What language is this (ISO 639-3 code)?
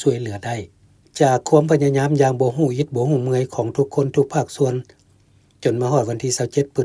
lao